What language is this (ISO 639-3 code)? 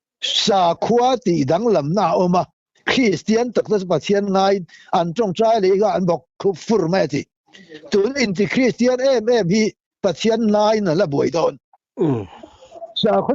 lus